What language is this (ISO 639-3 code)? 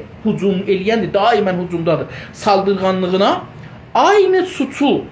azb